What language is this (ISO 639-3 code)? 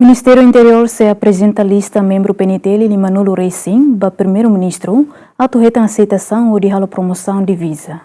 tet